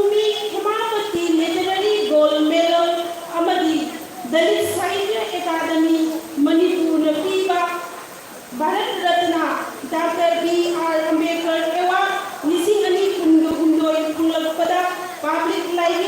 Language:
Manipuri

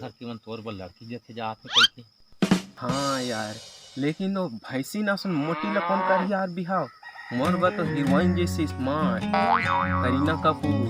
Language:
Chhattisgarhi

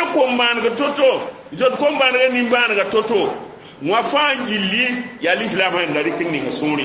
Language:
Mossi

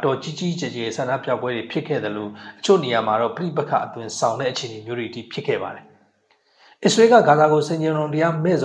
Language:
Burmese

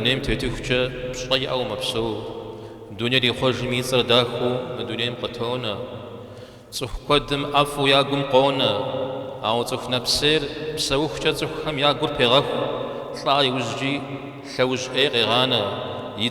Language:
Kabardian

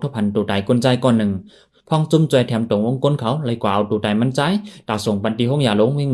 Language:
Shan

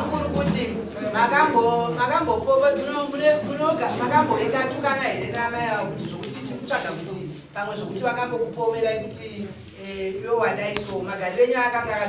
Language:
Shona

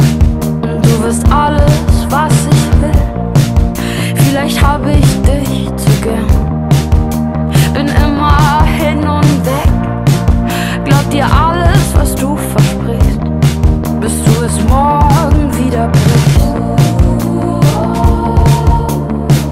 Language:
German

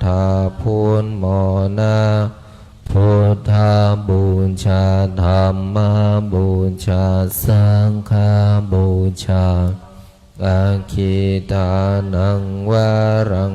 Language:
Pali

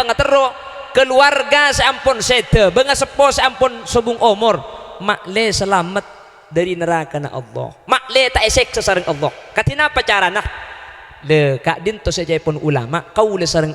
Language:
Madurese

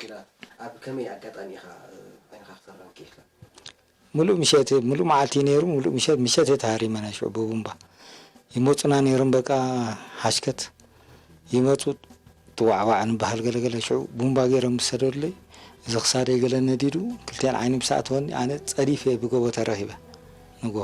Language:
Tigrinya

